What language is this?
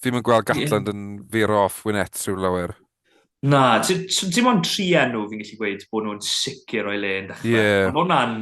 Welsh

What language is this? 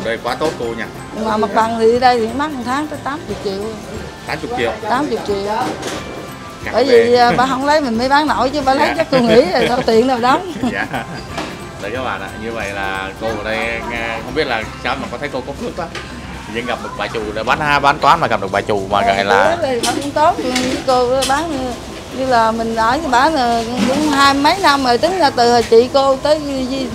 Vietnamese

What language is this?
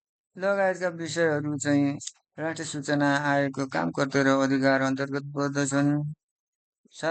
Nepali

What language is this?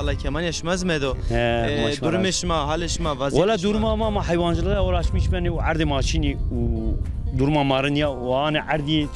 Zaza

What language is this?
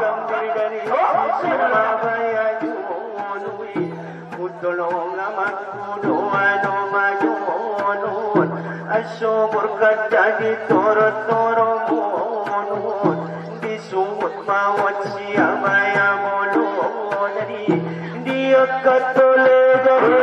Batak Angkola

